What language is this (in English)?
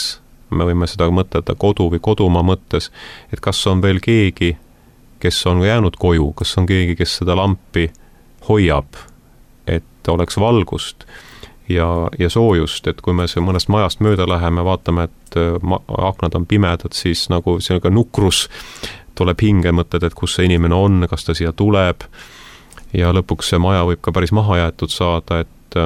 Estonian